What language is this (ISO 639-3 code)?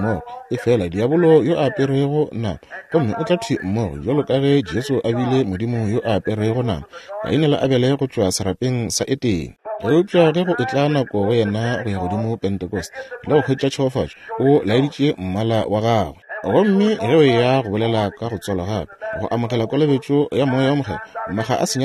nso